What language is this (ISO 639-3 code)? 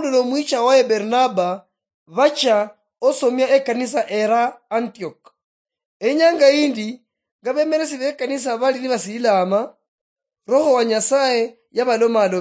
luy